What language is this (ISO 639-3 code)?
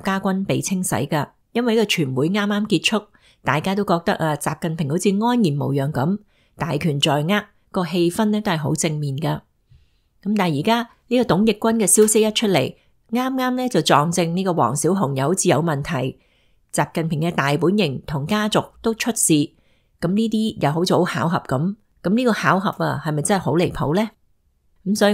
yue